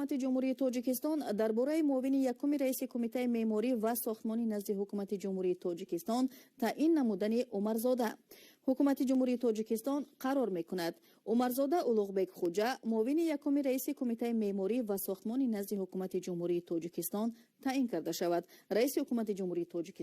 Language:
Tajik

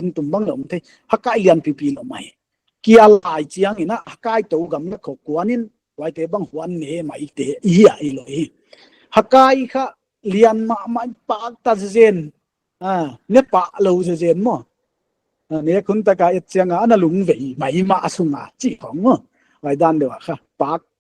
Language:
Paite Chin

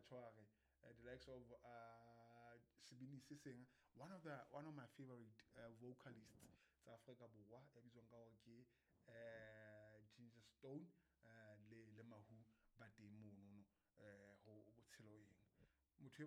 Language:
Southern Sotho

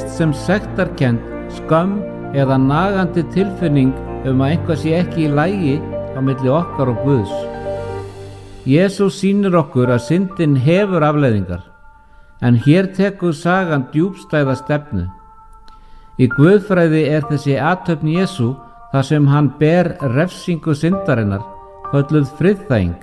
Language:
Icelandic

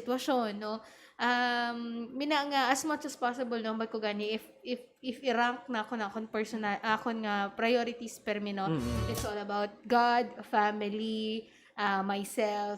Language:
Hiligaynon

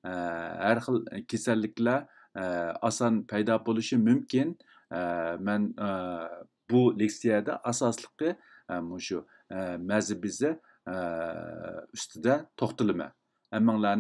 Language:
Uyghur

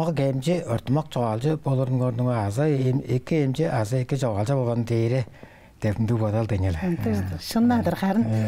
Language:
Tuvinian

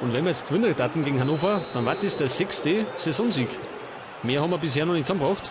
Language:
Bavarian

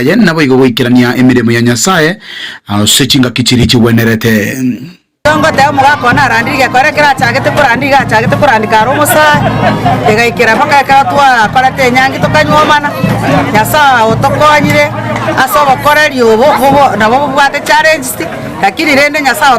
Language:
Gusii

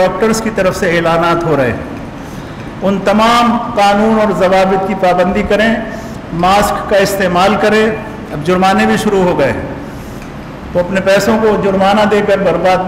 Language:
Urdu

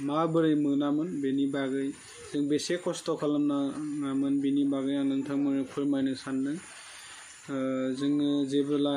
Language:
Bodo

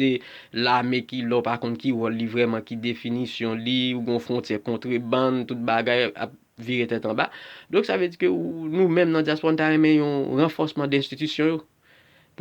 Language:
Haitian Creole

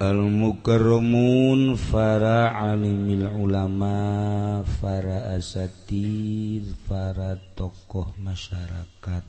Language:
Sundanese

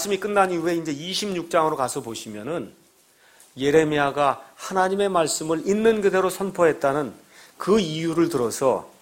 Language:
Korean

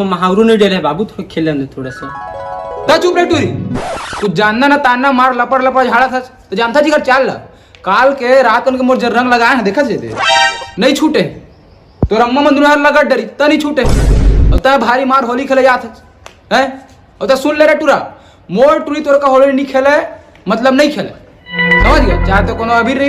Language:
Chhattisgarhi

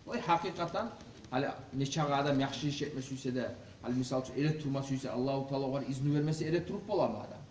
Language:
Kumyk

